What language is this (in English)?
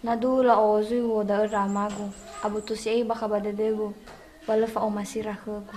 Nias